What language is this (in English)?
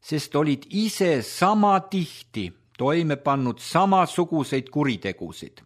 Estonian